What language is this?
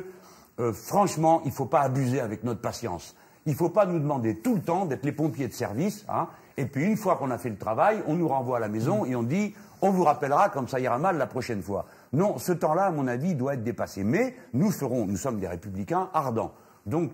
French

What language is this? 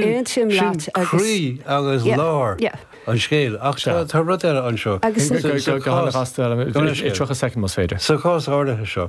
Irish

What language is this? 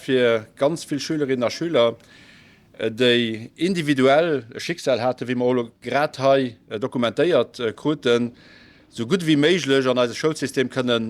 Luxembourgish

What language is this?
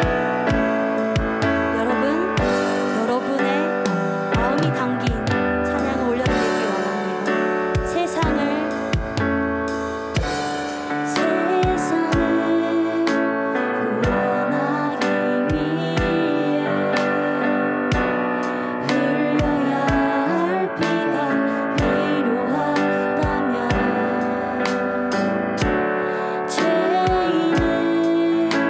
Korean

